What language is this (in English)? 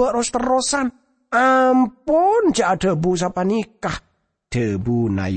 Madurese